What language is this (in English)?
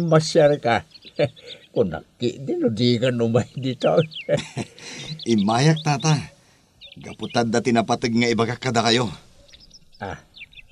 Iloko